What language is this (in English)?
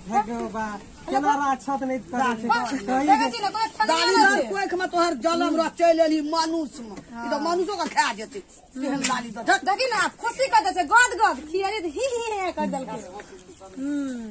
Maithili